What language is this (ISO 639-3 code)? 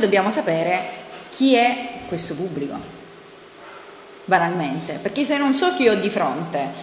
ita